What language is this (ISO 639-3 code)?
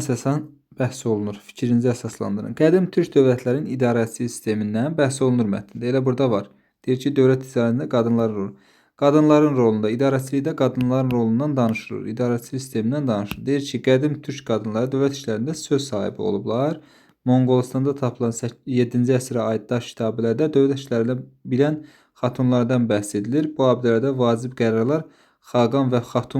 aze